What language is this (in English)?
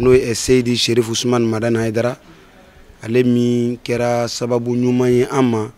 Bambara